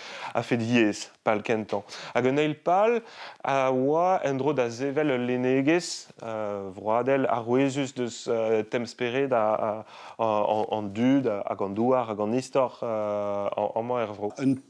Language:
Breton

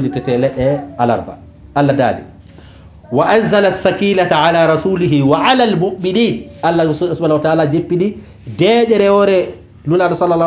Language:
Fula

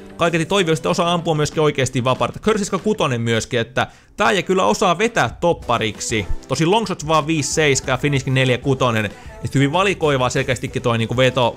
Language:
Finnish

